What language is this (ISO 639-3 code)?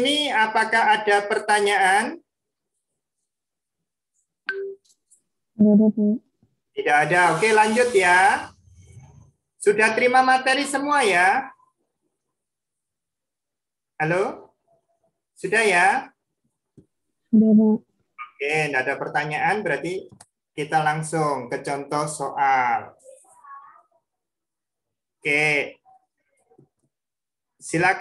ind